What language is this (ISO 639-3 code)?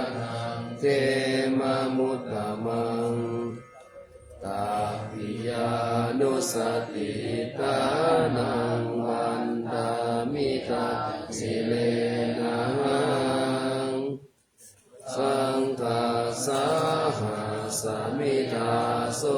pli